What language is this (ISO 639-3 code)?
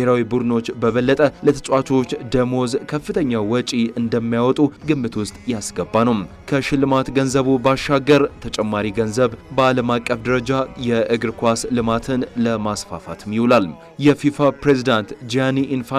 amh